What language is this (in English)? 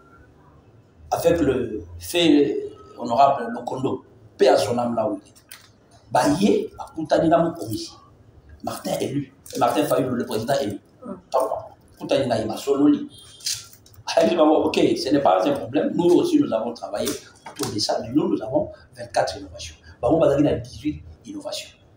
French